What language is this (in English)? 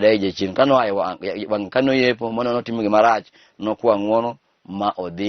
Luo (Kenya and Tanzania)